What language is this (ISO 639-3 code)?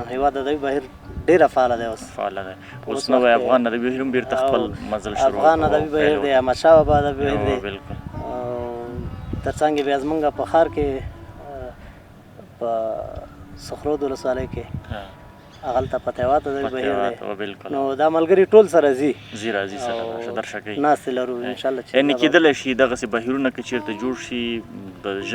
pus